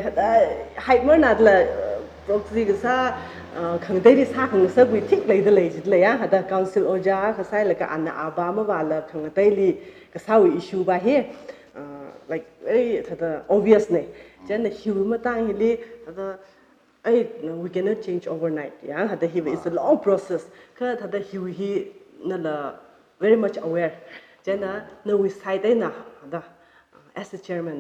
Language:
Tangkhul Naga (India)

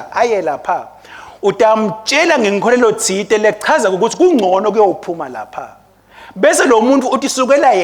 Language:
Swati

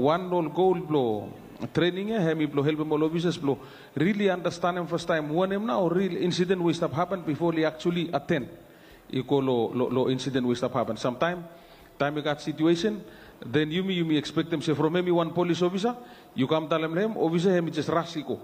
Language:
Bislama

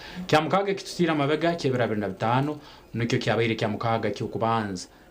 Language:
Nyankole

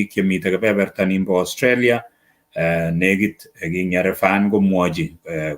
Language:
Kalenjin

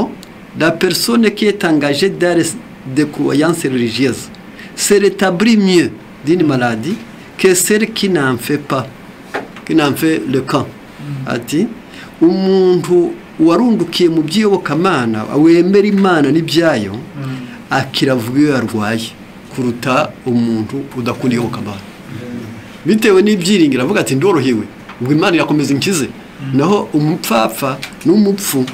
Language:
Kinyarwanda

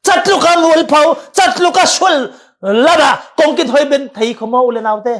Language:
Falam Chin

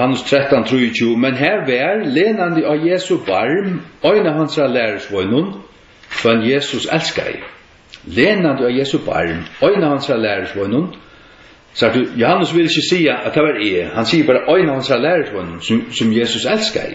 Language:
Faroese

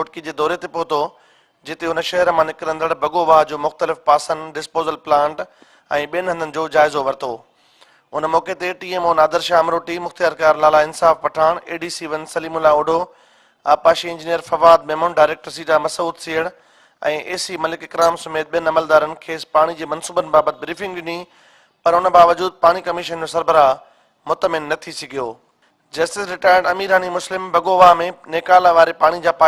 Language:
Sindhi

